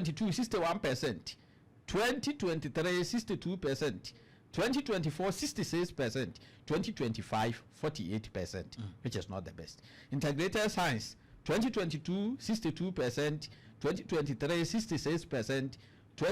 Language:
Akan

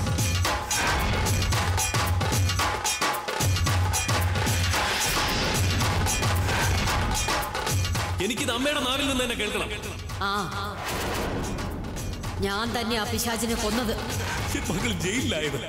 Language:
Malayalam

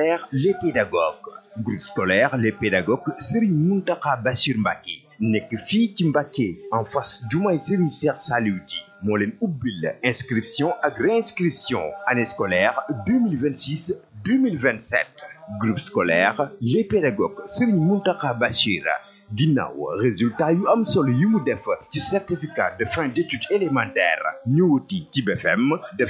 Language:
Wolof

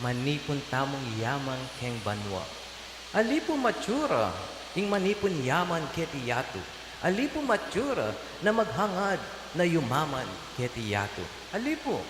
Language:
Pampanga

